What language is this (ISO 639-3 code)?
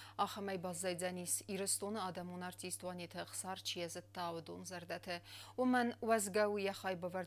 oss